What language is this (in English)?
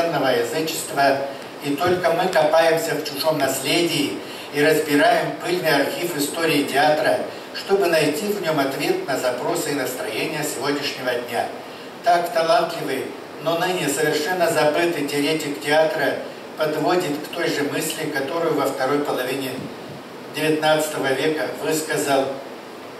Russian